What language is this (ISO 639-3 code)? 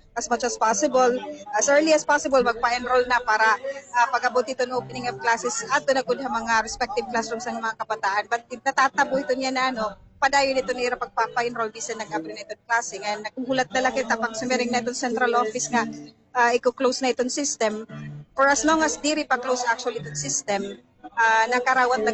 war